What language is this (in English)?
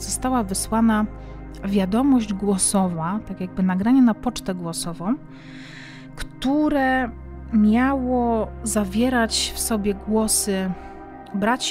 Polish